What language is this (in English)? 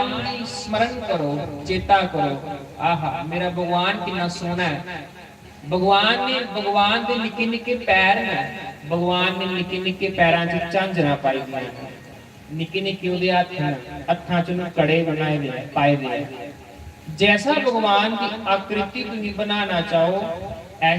Dogri